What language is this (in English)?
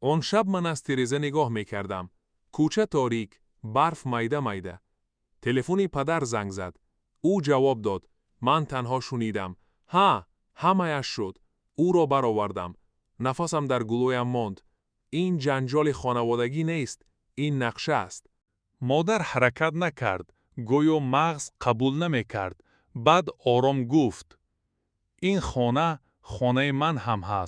Tajik